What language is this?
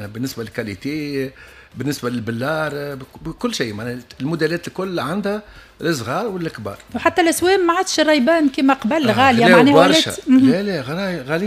Tunisian Arabic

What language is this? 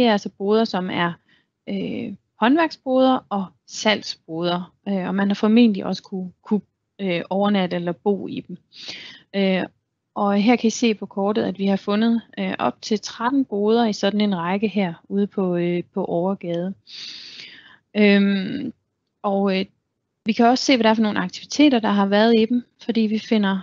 Danish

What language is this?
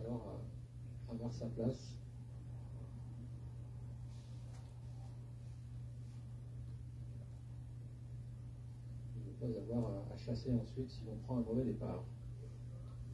French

